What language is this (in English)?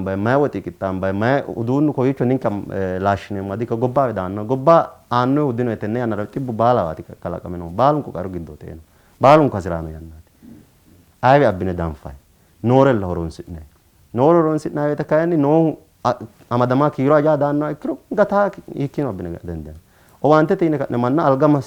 Sidamo